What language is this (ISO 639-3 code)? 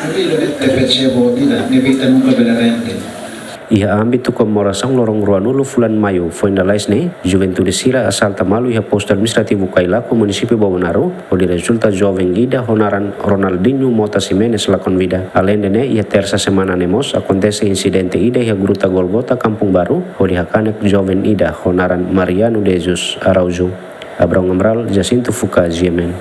tet